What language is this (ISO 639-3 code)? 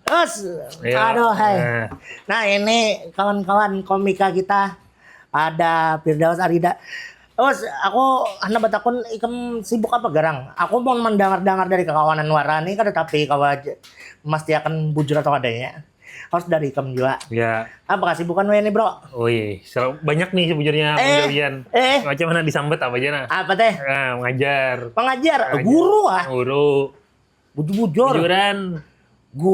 bjn